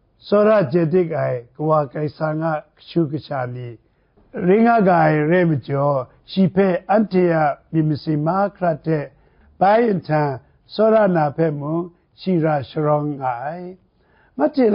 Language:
Kachin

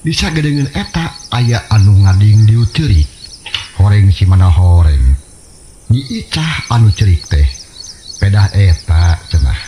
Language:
Sundanese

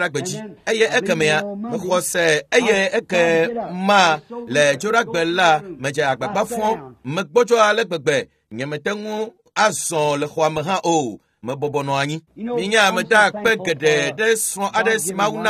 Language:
Ewe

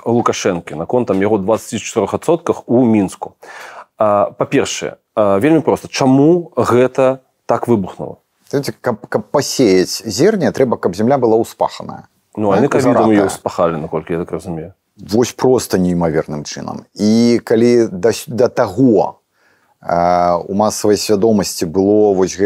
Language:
Belarusian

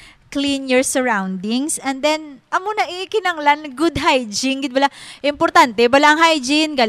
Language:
Hiligaynon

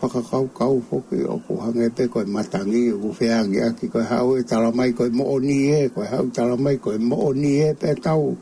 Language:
Tongan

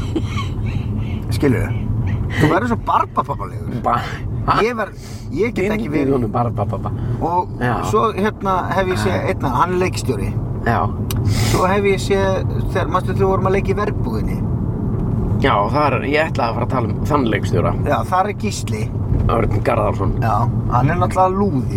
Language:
Icelandic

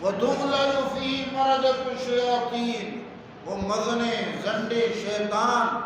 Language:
Eastern Balochi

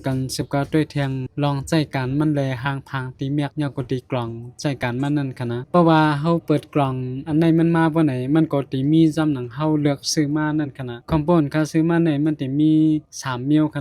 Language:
Shan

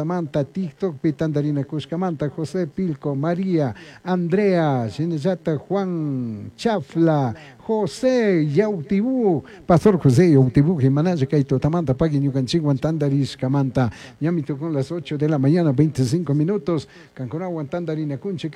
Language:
Chimborazo Highland Quichua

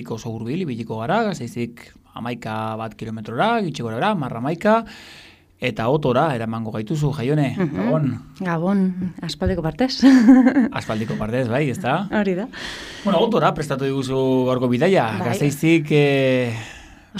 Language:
Basque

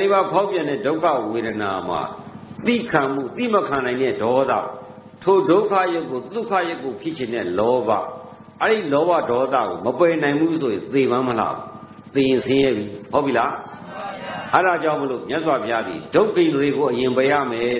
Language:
Burmese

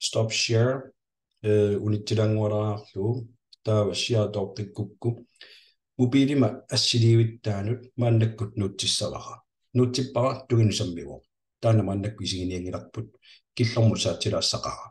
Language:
Kalaallisut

